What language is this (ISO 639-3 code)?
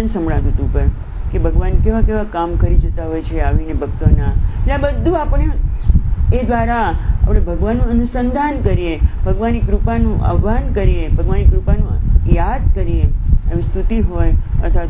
guj